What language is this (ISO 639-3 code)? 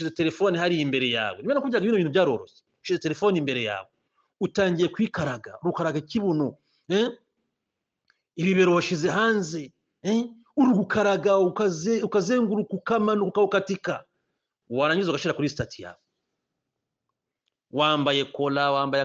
kin